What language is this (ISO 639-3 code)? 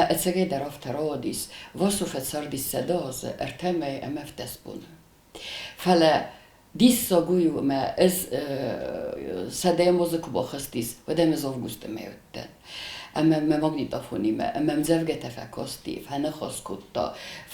oss